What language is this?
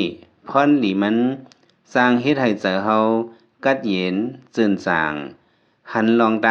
Lao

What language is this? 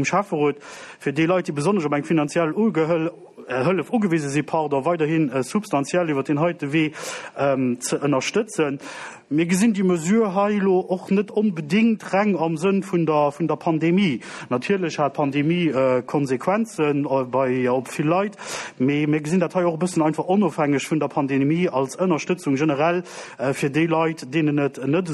Luxembourgish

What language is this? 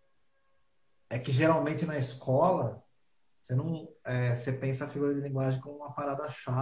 Portuguese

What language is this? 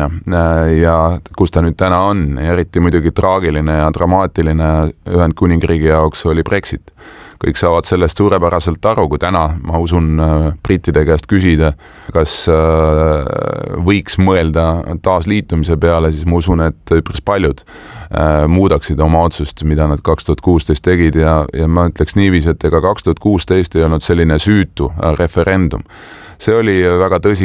Estonian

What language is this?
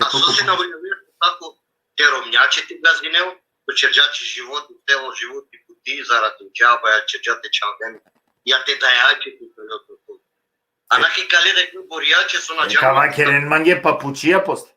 Balkan Romani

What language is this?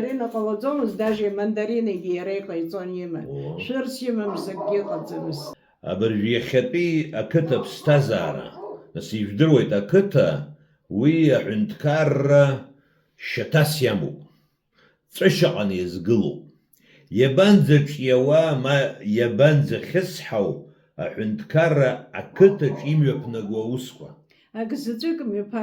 Abkhazian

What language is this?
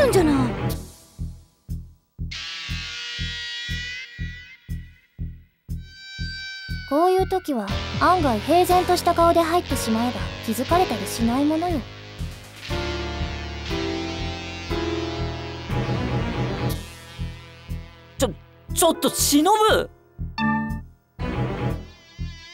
Japanese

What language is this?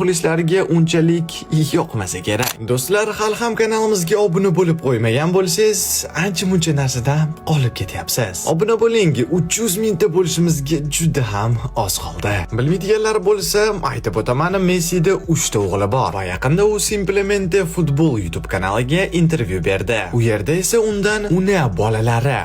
Uzbek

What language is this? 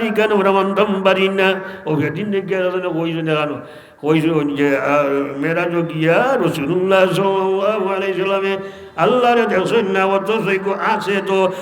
Sylheti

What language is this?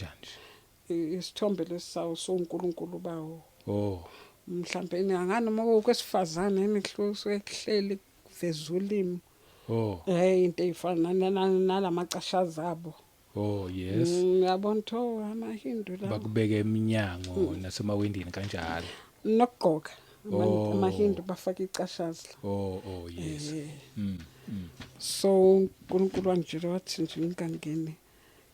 Zulu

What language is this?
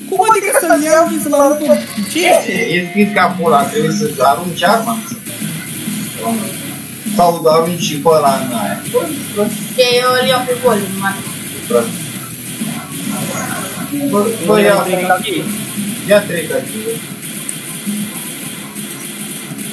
Romanian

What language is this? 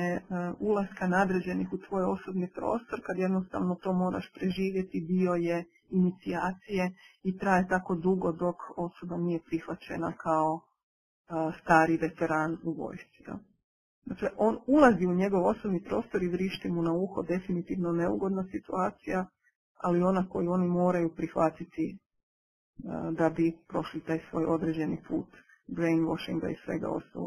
Croatian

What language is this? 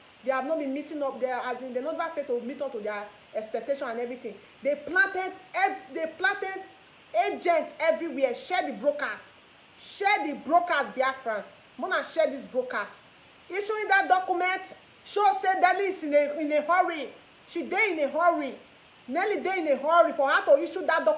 Nigerian Pidgin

